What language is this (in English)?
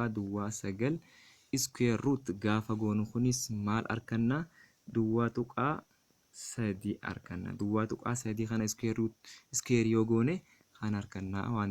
Oromo